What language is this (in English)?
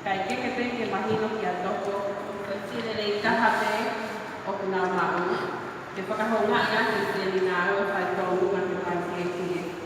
Tongan